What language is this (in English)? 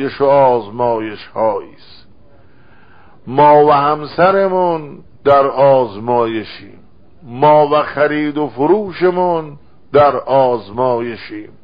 Persian